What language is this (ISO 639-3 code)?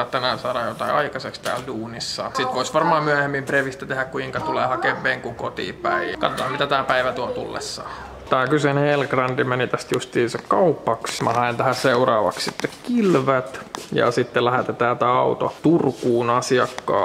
fin